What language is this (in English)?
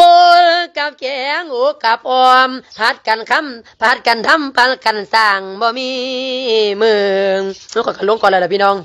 Lao